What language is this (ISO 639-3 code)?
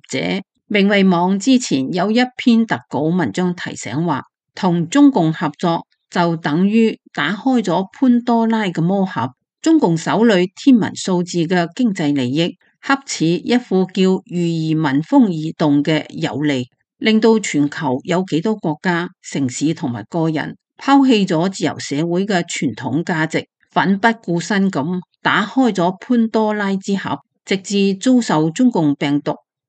yue